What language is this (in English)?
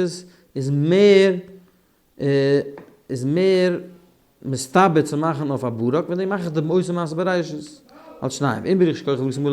Yiddish